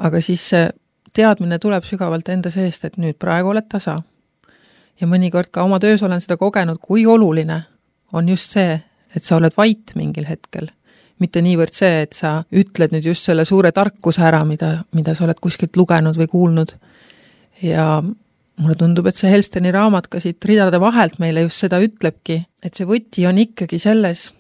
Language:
Estonian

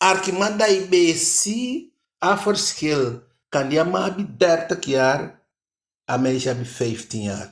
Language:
Eastern Maroon Creole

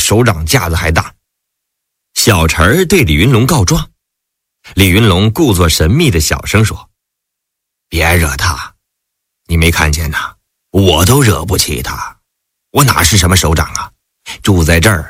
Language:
Chinese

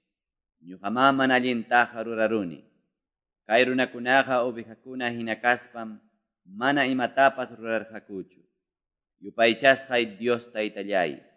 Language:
Quechua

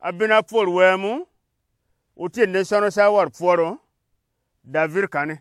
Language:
Gourmanchéma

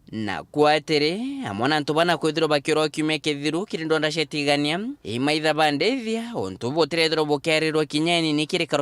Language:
Meru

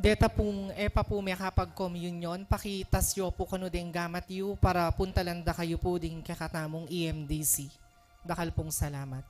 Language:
Pampanga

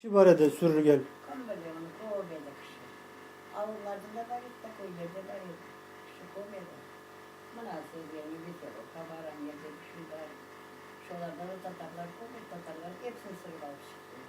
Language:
Crimean Tatar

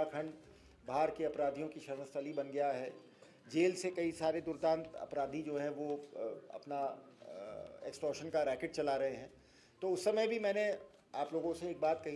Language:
Hindi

